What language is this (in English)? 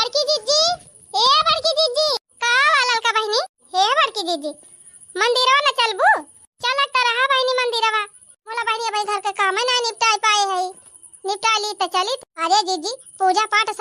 Awadhi